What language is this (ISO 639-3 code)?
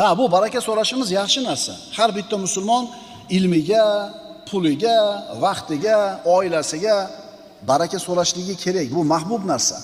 uzb